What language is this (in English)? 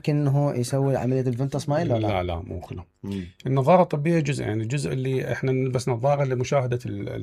Mesopotamian Arabic